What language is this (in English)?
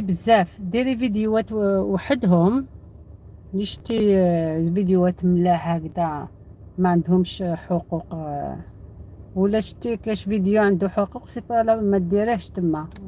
Algerian Arabic